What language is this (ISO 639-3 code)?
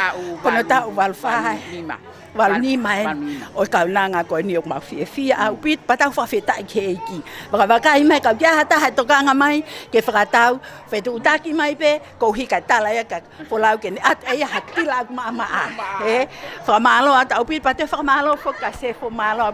ton